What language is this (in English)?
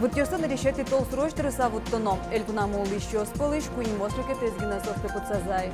Udmurt